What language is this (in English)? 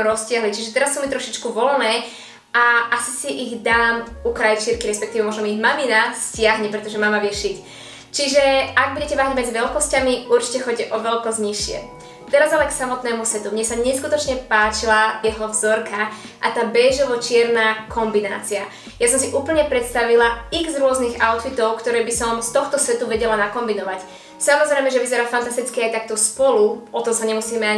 Slovak